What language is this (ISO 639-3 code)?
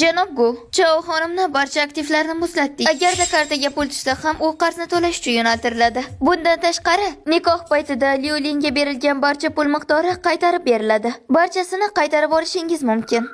uzb